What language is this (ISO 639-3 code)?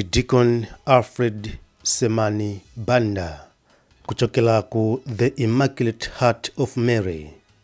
nya